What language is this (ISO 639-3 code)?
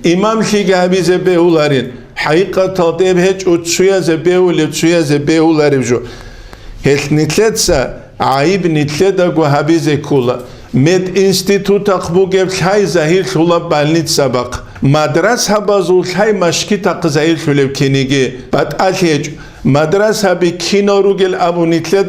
ava